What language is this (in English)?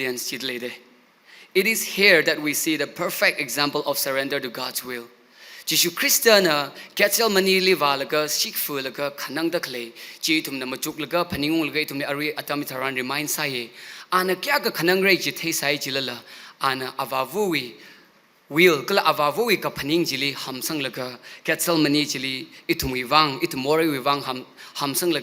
Tangkhul Naga (India)